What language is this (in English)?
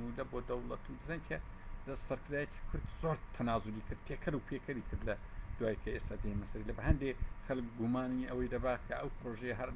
Central Kurdish